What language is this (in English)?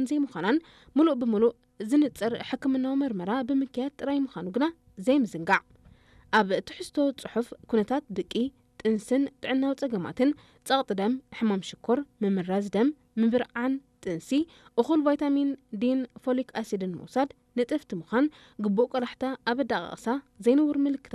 Tigrinya